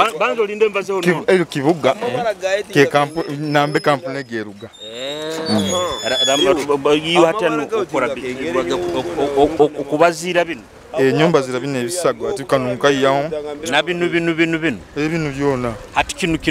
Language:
Nyoro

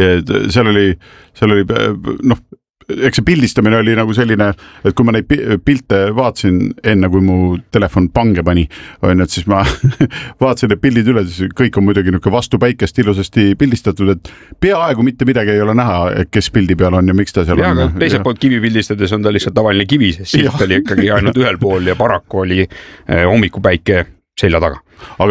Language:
Estonian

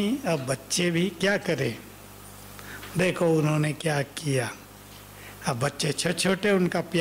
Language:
Hindi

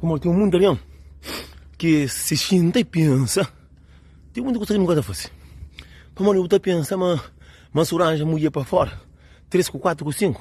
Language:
Kabuverdianu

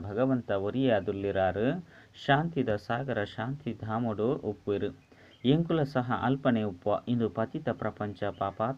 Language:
Tulu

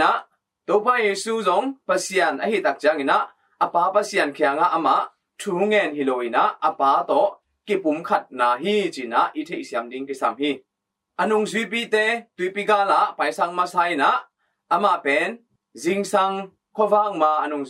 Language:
Tedim Chin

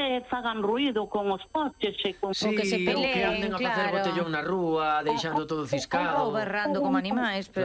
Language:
Galician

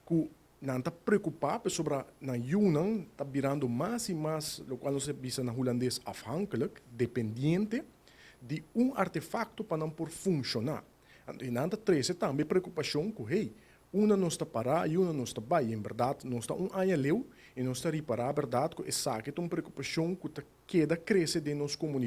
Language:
Papiamento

